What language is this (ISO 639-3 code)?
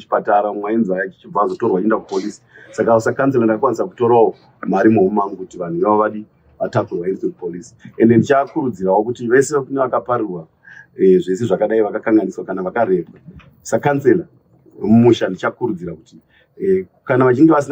sna